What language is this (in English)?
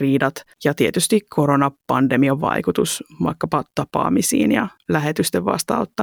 Finnish